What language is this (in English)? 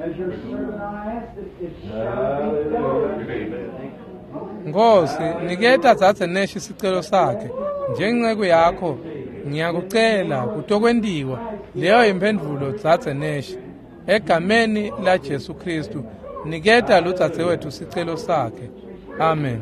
Swati